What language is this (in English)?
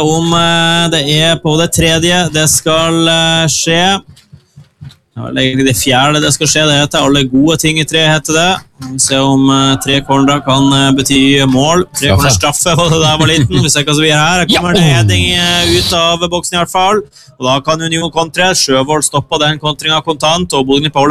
Norwegian